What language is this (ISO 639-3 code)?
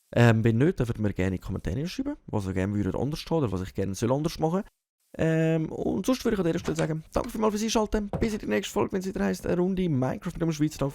gsw